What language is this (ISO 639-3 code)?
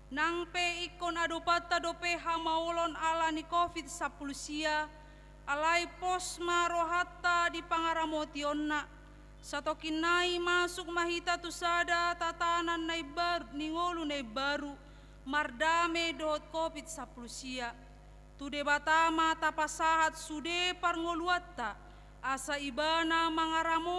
bbc